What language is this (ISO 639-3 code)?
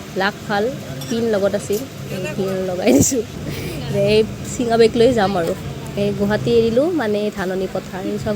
asm